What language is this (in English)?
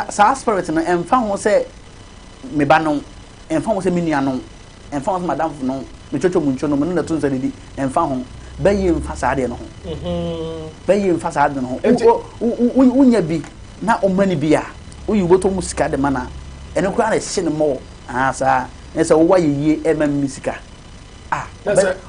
Akan